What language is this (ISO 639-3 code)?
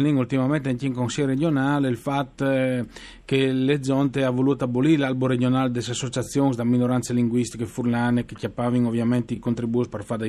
fur